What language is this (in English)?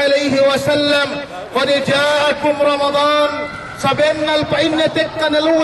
Yakan